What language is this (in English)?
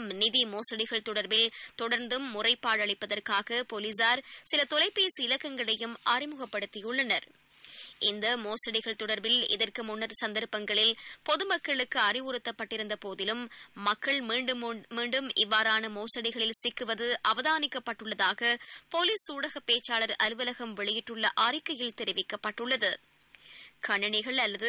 Tamil